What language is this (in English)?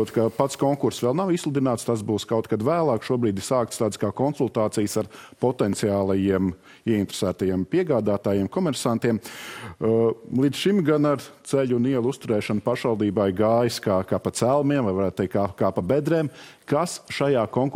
Latvian